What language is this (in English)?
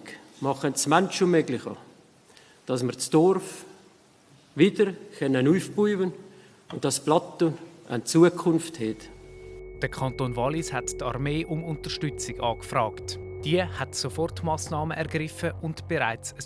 Swiss German